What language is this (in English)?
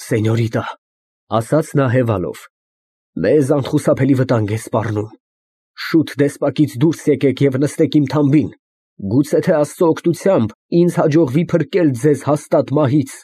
Armenian